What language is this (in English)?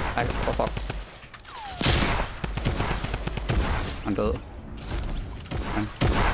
Danish